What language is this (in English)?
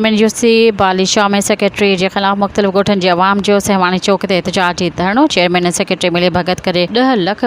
Sindhi